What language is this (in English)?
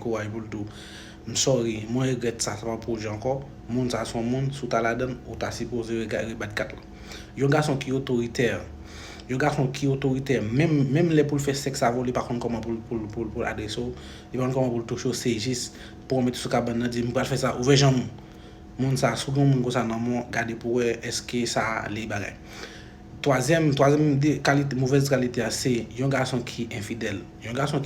Haitian Creole